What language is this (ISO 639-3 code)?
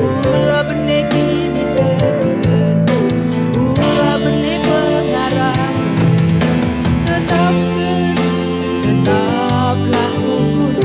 btx